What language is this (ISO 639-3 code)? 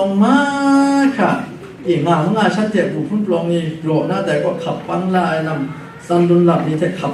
kac